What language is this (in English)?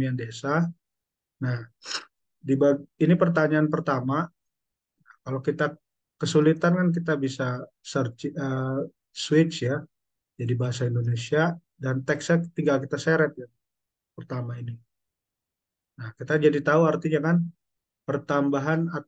Indonesian